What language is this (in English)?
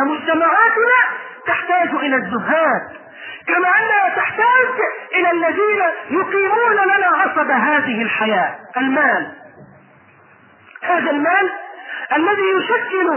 Arabic